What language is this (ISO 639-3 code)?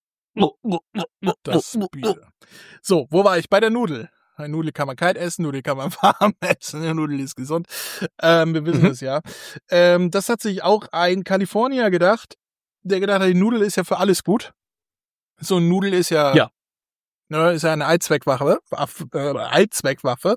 deu